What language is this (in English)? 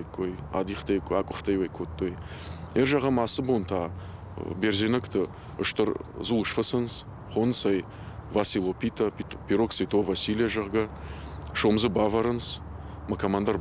Ossetic